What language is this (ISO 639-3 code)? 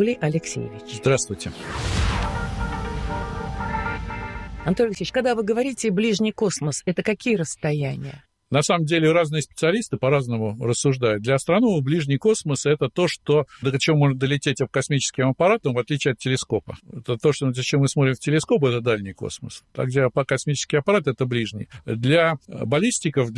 rus